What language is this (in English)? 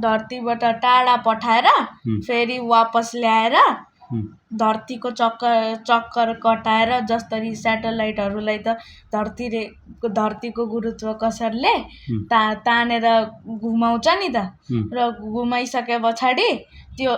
Nepali